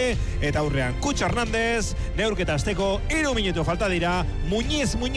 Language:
Basque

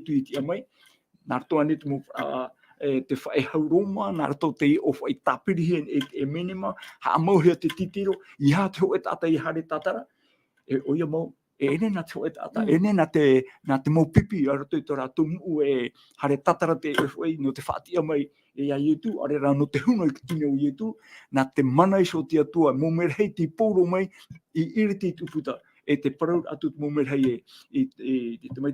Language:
Tahitian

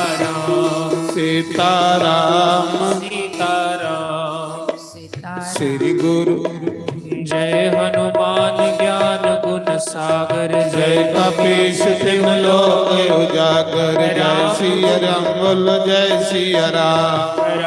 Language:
Dogri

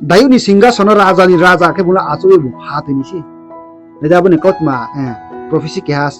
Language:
Riang (India)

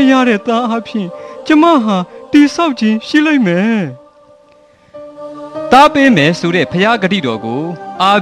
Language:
Burmese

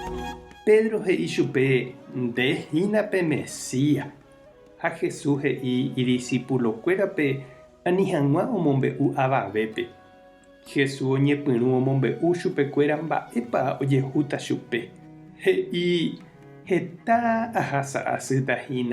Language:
Guarani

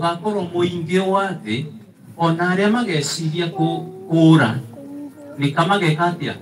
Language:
Kikuyu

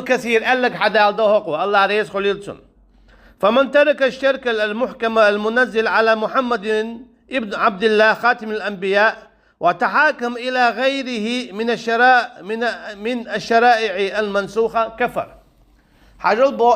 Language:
Chechen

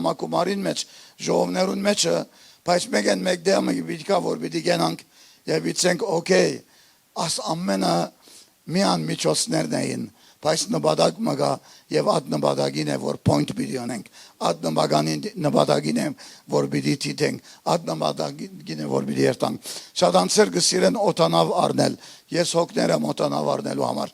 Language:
Western Armenian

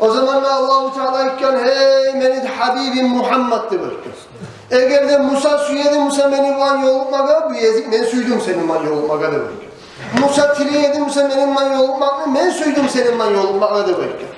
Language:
Kumyk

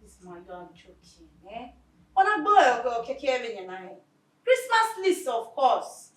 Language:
Bini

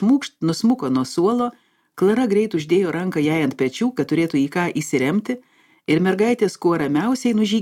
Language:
Lithuanian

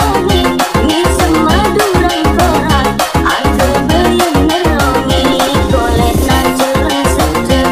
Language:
Malay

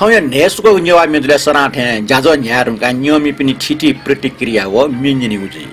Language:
Newari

